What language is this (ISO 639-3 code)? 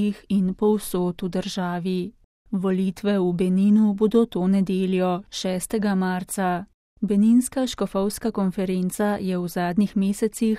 slv